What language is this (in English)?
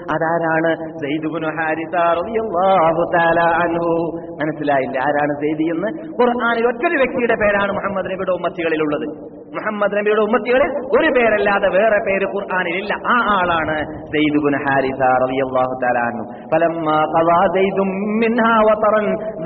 Malayalam